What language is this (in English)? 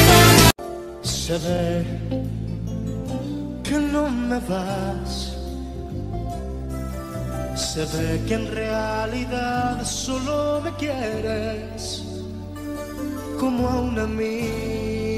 Spanish